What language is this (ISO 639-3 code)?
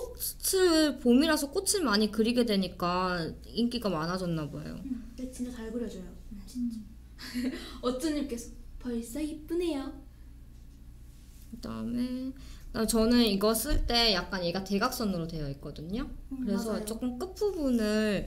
kor